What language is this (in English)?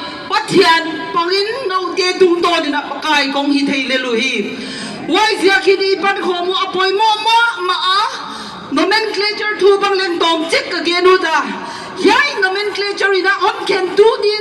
Paite Chin